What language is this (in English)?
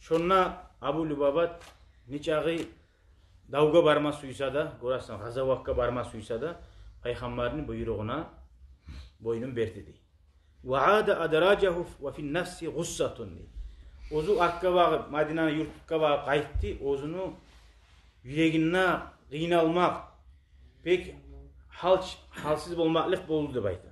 Kumyk